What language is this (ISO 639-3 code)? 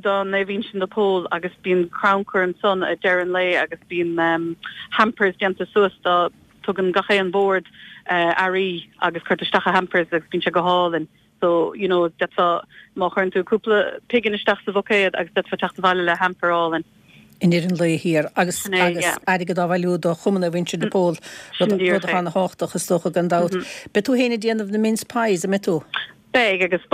gle